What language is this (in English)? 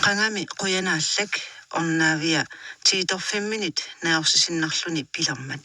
Kalaallisut